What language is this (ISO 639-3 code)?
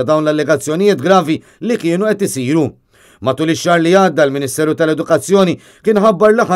mlt